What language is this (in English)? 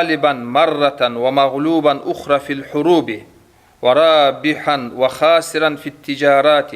Kumyk